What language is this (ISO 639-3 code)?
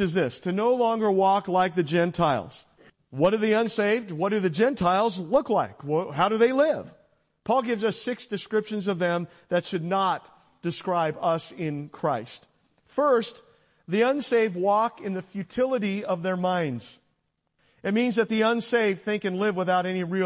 eng